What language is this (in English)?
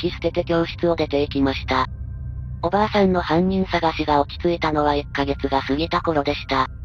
Japanese